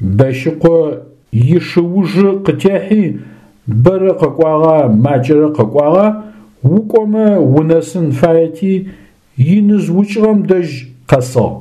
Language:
Adyghe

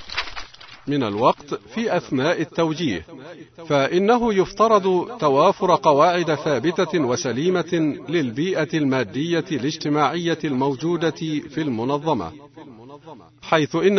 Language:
Arabic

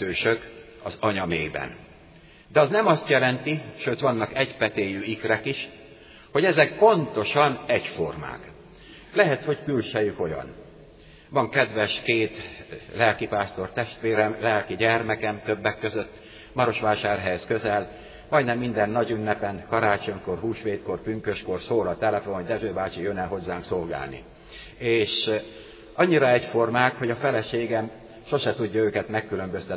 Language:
Hungarian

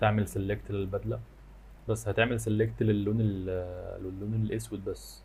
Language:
Egyptian Arabic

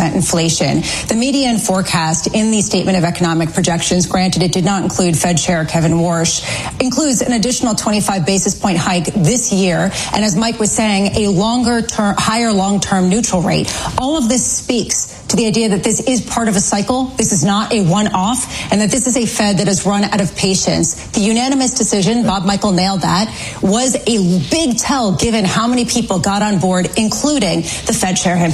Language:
English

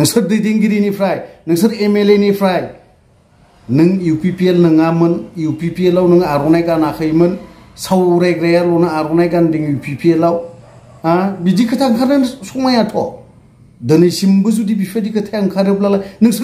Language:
Bodo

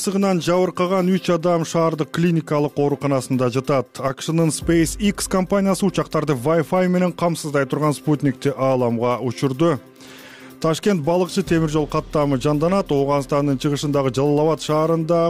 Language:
Kyrgyz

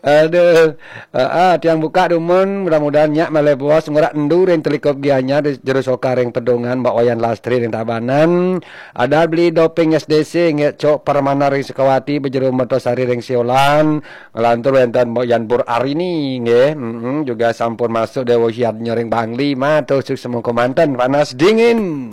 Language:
Balinese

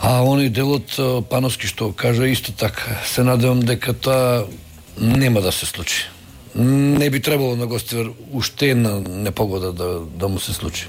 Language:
Macedonian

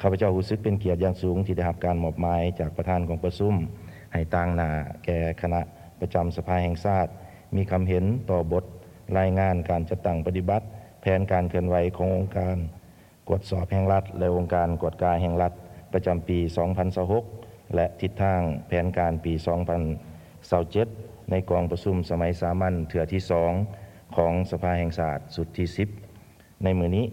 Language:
Lao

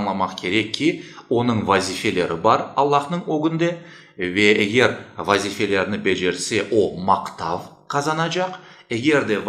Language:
Crimean Tatar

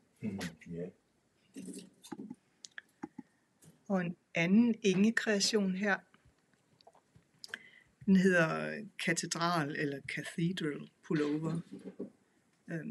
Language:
Danish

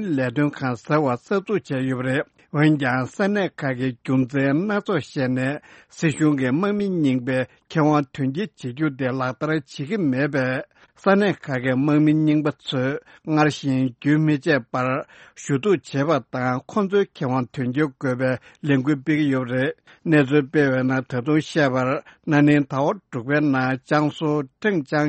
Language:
Tibetan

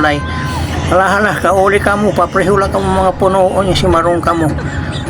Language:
Waray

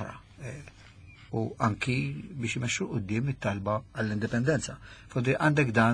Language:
Maltese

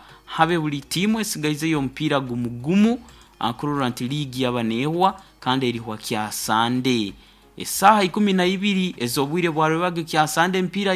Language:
Nyoro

